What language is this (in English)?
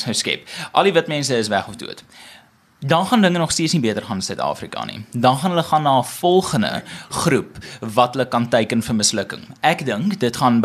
Afrikaans